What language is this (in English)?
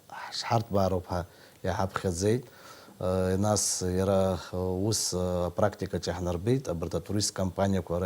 Abkhazian